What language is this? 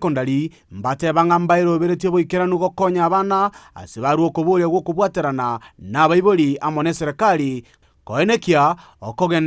Gusii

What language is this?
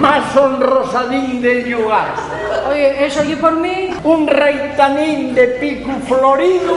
Asturian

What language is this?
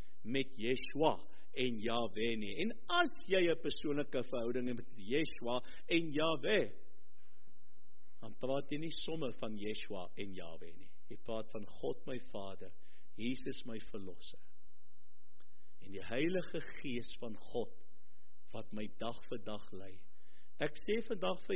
Afrikaans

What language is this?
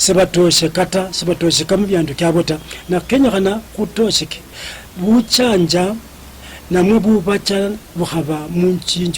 Luyia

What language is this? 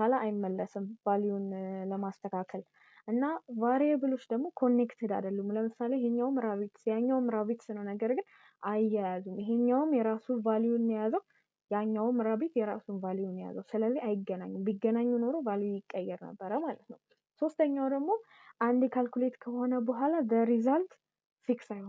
Amharic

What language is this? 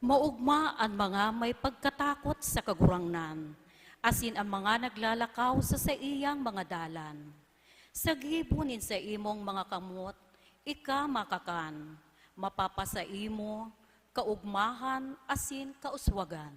Bikol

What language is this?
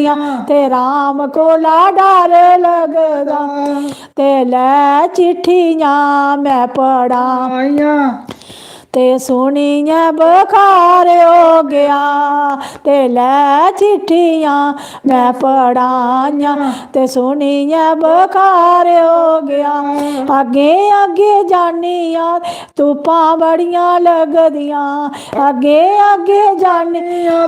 Dogri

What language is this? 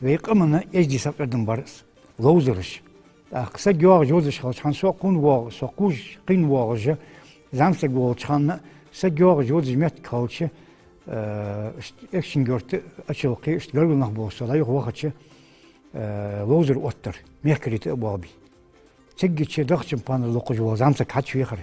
Ingush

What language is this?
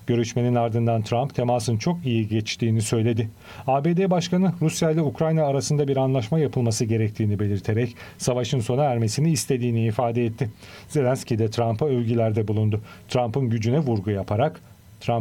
Turkish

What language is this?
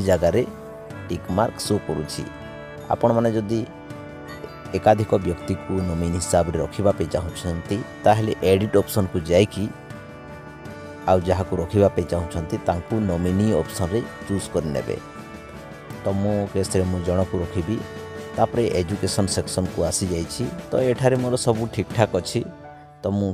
Odia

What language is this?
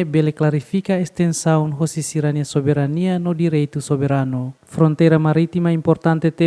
Tetum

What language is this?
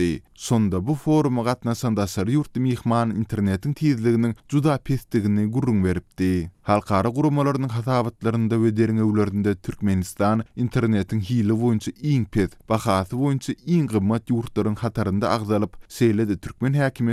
Turkmen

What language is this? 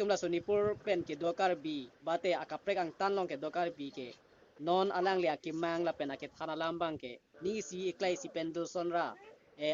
Karbi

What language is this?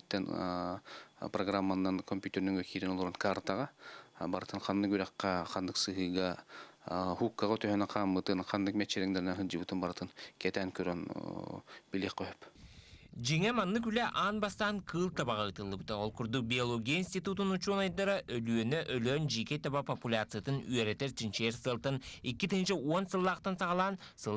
Yakut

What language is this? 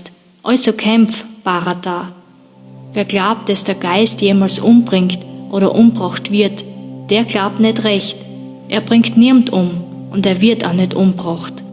Bavarian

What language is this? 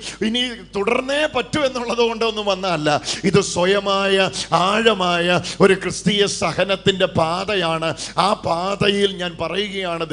Malayalam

